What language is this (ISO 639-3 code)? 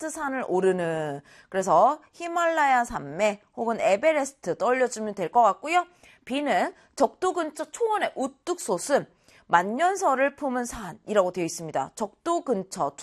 kor